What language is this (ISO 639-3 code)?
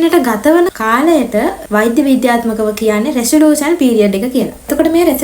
sin